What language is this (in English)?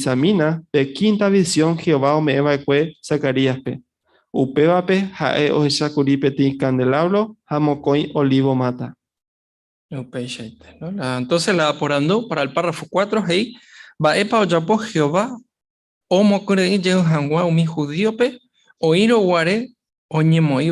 Guarani